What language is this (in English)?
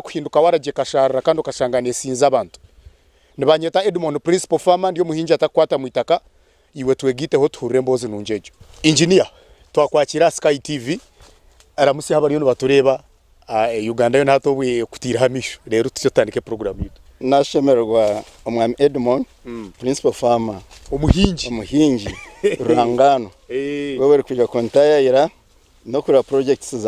Nyankole